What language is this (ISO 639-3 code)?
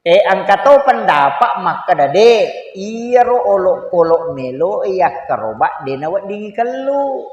bug